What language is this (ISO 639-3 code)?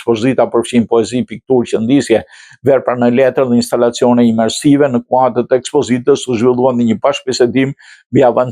sqi